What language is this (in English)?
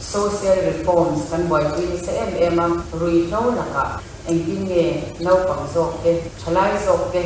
Mizo